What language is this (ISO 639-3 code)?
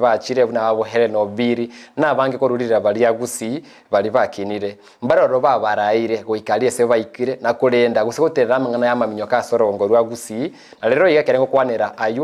guz